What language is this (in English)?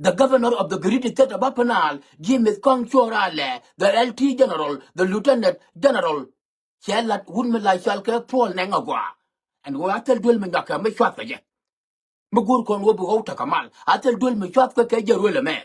Nuer